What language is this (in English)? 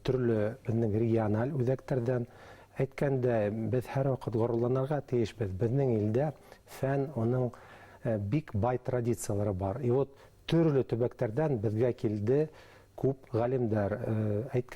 Bashkir